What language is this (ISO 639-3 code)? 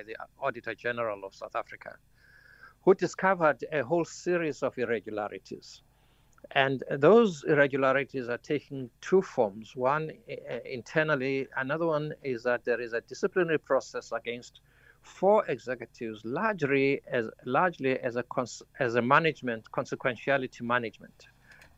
eng